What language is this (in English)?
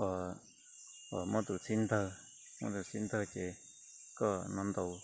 Hmong